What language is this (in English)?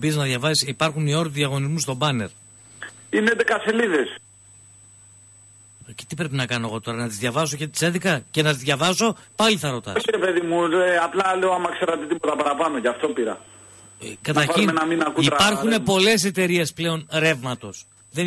Greek